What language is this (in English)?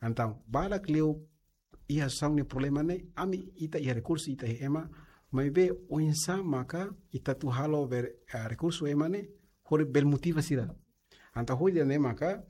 Tetum